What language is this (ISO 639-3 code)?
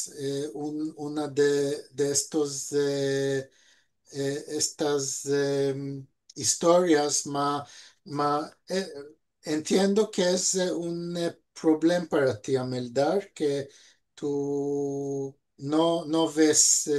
lad